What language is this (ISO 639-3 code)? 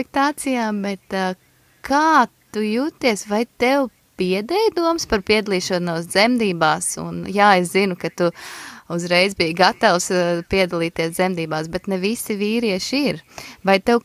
lav